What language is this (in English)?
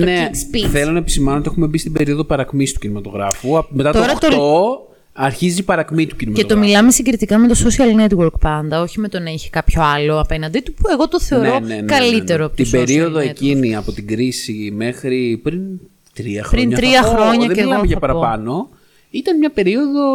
Greek